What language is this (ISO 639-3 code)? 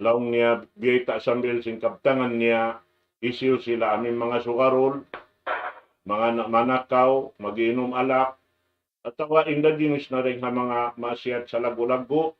tsg